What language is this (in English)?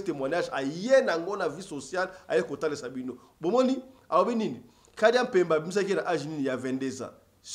Lingala